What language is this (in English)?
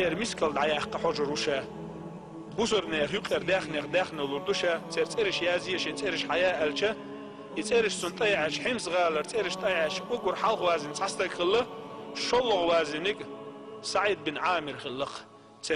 Chechen